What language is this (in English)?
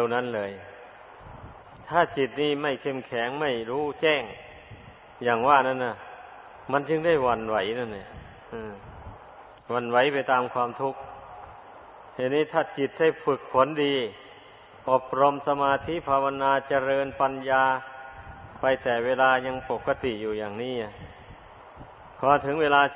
Thai